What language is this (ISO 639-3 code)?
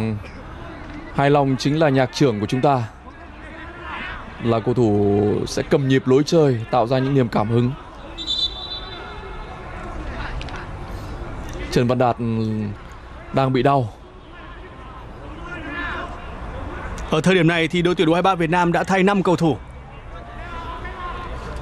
vie